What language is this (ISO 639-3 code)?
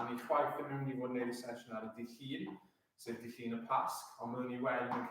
cym